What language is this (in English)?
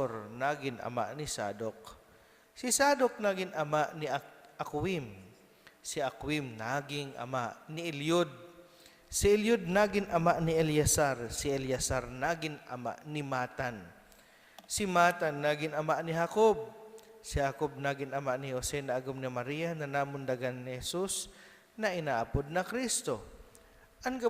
Bikol